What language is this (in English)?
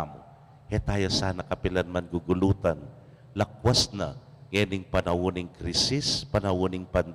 Pampanga